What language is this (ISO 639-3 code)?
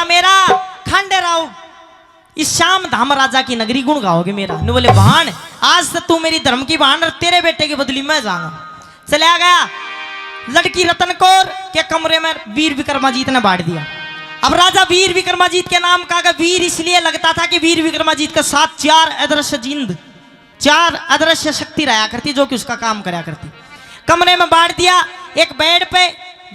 bgc